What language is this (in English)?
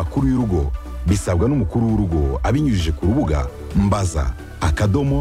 Kinyarwanda